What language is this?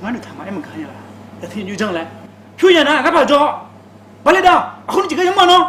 Akha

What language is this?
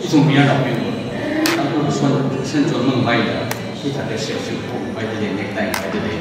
Tangkhul Naga (India)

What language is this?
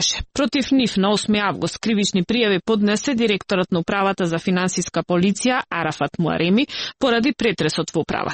Macedonian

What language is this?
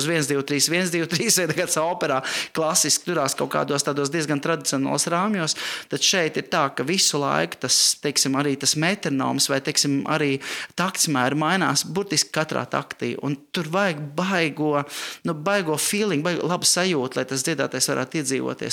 Latvian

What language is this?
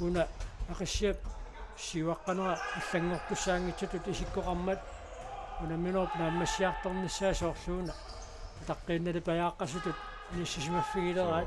Kalaallisut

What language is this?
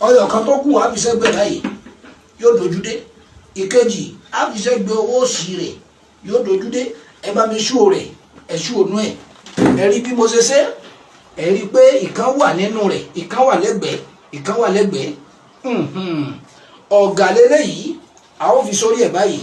Yoruba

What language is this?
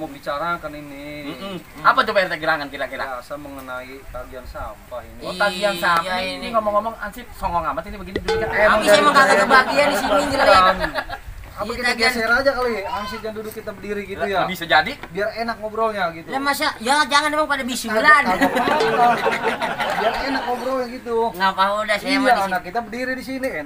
Betawi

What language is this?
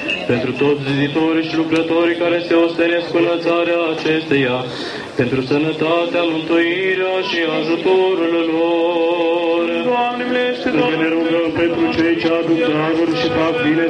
Romanian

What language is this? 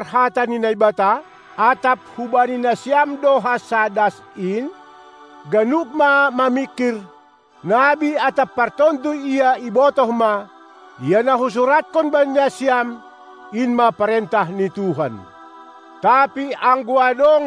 Batak Simalungun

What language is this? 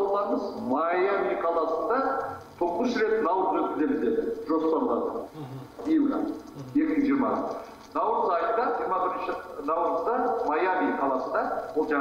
Kazakh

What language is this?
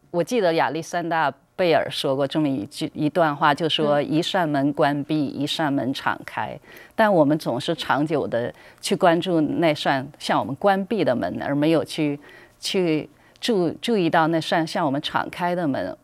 Chinese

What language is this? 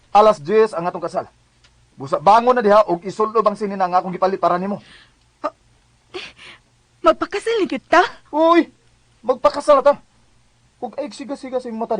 Cebuano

